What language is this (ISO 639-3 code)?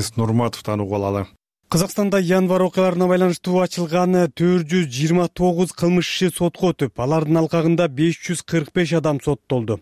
kir